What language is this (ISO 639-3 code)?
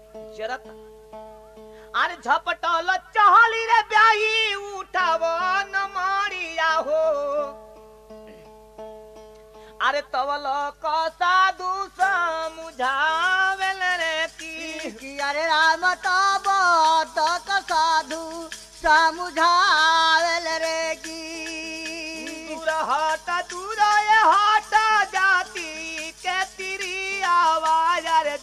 bho